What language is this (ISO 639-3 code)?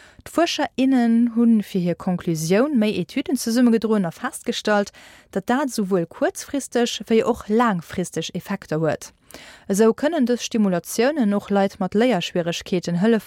ltz